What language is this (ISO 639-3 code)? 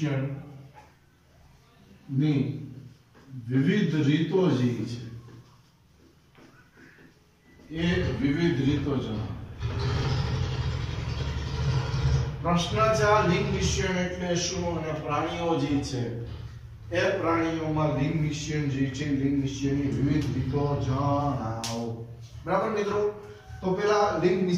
guj